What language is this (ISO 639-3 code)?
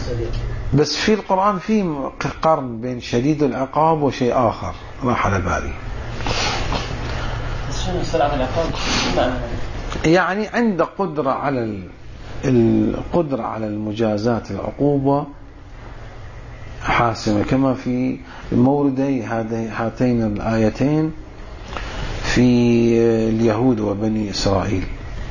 ara